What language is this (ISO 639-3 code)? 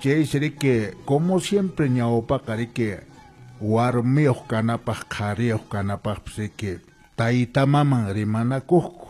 que